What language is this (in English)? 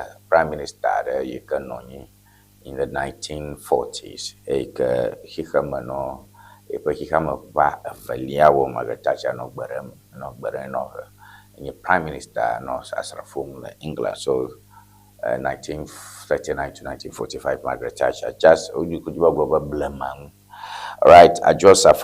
Ewe